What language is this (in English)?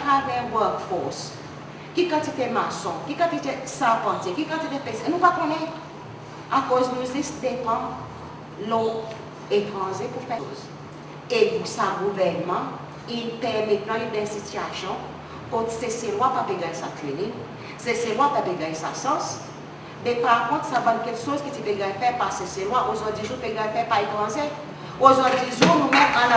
Seselwa Creole French